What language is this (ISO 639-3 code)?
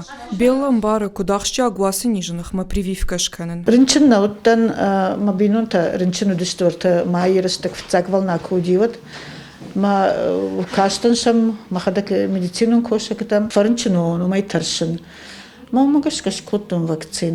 oss